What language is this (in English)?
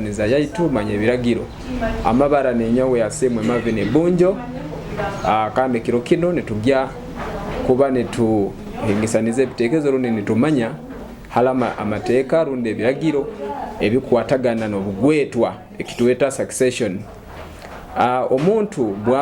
Nyoro